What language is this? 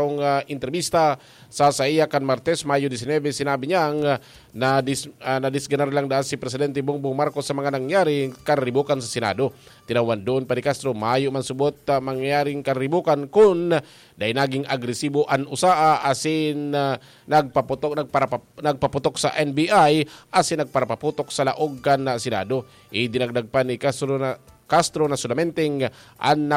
Bikol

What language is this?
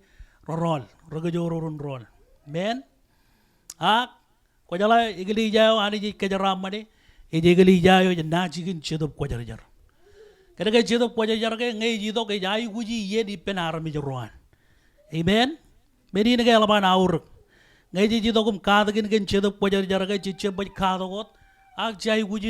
Marshallese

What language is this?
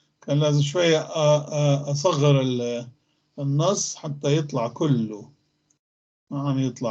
North Levantine Arabic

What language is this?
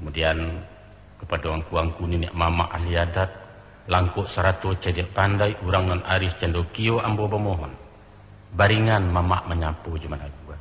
Minangkabau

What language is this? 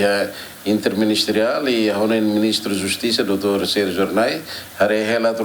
Tetum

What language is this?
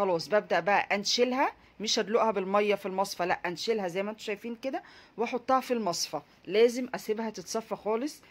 Egyptian Arabic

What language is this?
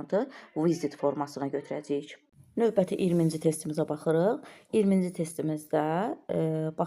Azerbaijani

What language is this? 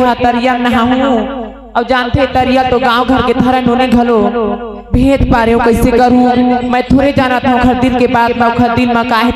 Chhattisgarhi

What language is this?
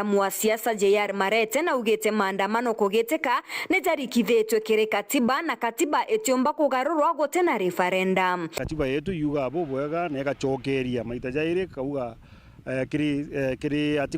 Meru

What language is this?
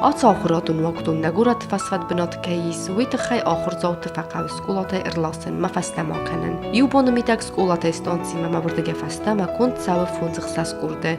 Ossetic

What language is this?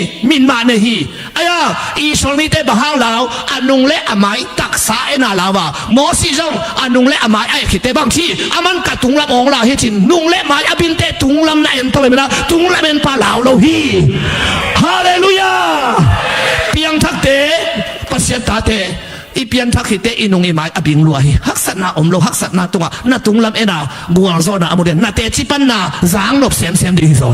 Tedim Chin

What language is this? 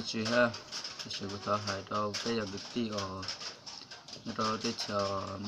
Hmong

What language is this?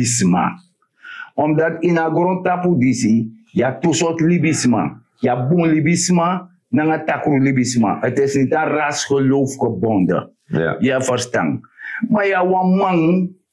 Sranan Tongo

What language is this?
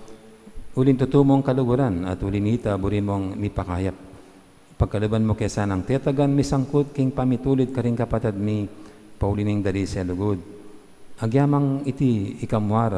Pampanga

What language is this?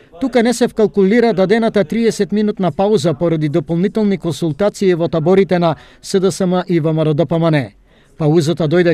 Macedonian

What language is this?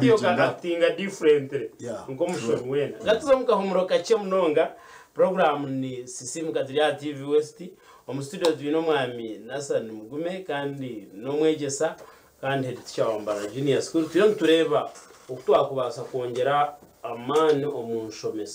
Nyankole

